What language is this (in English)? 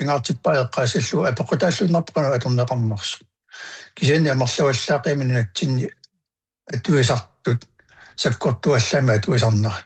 Kalaallisut